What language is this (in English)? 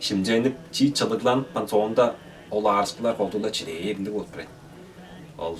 Tuvinian